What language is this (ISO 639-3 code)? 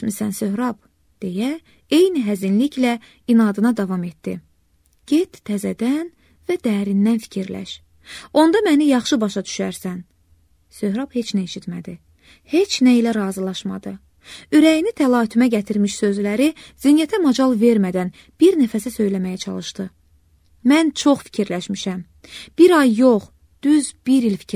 aze